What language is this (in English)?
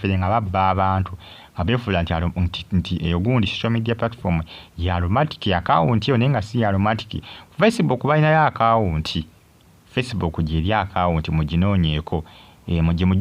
Ganda